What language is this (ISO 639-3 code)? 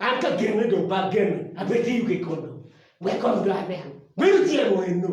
ach